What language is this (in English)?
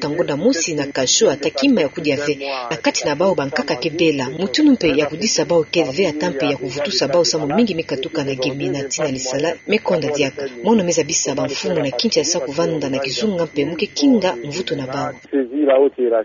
Kituba (Democratic Republic of Congo)